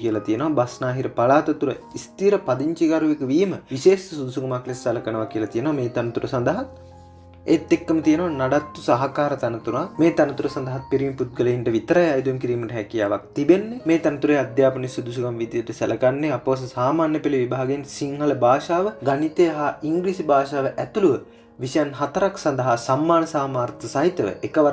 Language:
Sinhala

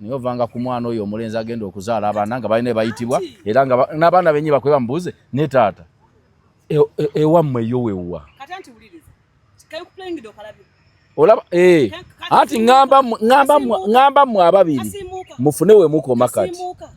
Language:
Ganda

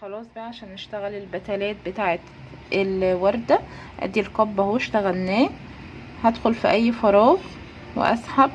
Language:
Egyptian Arabic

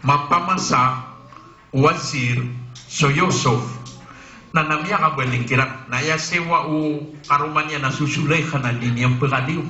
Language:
Maranao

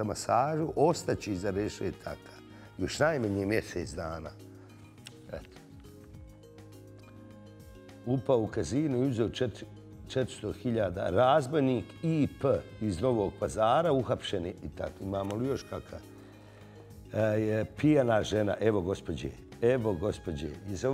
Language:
Bosnian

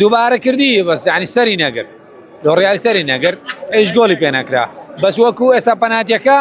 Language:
Central Kurdish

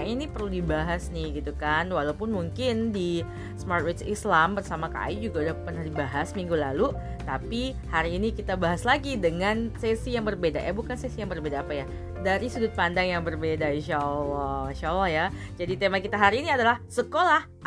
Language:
Indonesian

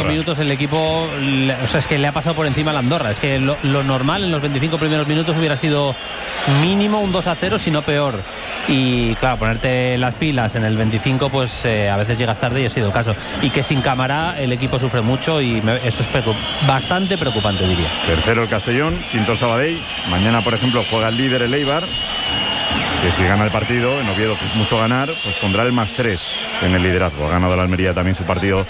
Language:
Spanish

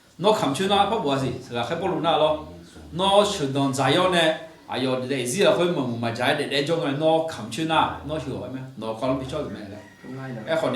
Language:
Akha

